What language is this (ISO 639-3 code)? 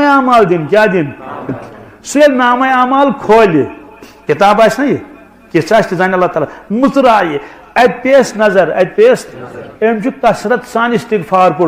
kas